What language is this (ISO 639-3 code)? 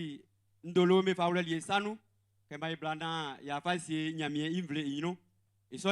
bci